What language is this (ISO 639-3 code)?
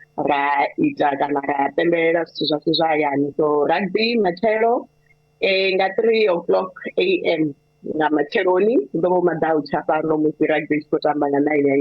ven